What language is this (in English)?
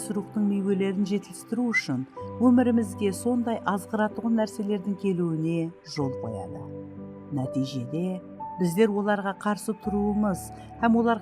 Kara-Kalpak